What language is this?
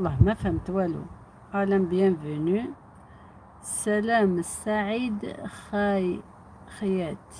Algerian Arabic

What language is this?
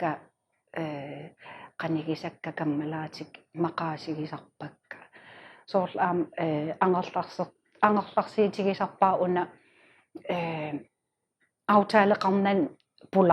Kalaallisut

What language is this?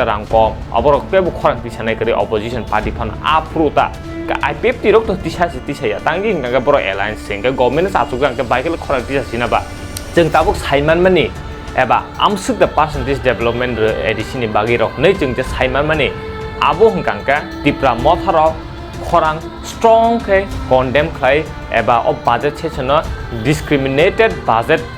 Kok Borok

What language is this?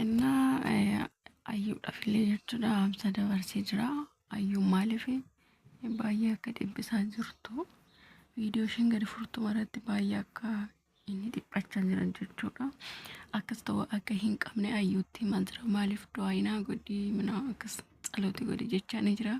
Oromo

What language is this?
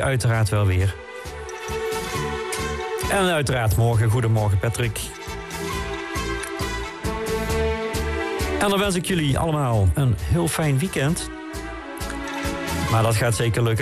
Dutch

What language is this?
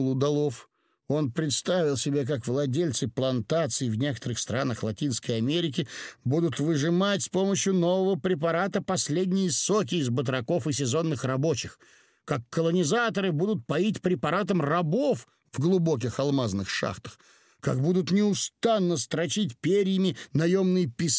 Russian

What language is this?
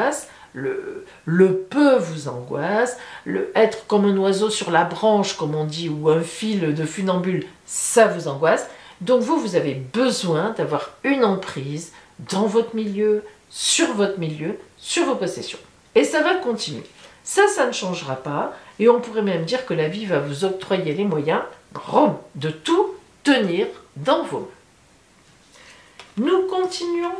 French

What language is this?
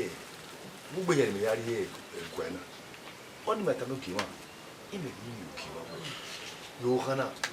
Bini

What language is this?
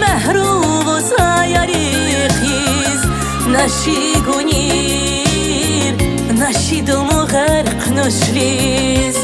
Tabassaran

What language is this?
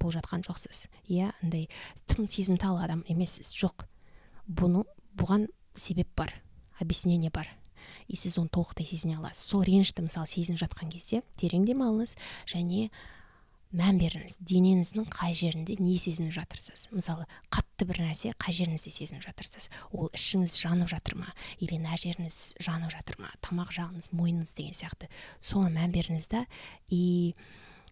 Kazakh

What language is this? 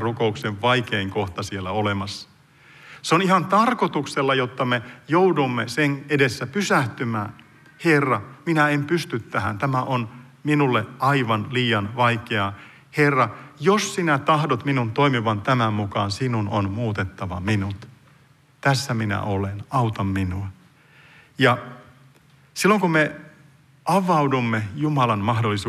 Finnish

